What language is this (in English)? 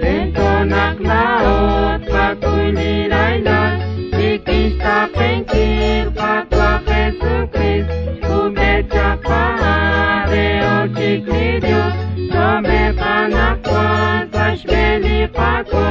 Kekchí